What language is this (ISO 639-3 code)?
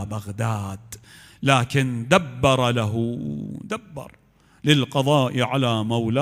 acm